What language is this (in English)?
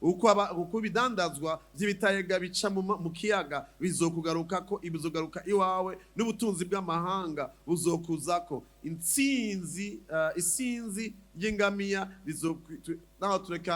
Rundi